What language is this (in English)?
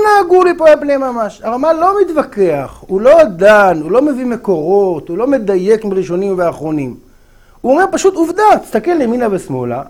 Hebrew